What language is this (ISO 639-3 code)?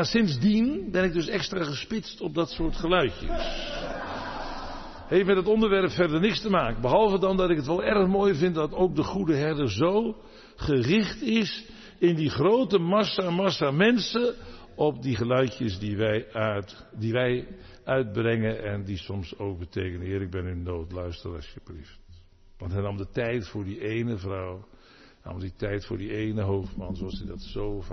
nld